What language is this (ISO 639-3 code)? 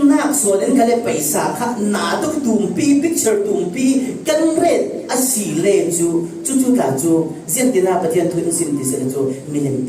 cfm